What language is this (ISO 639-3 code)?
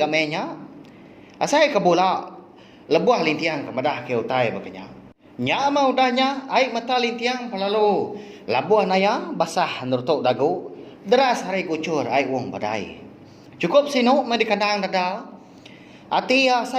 iba